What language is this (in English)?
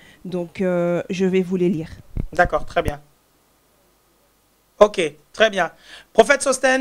French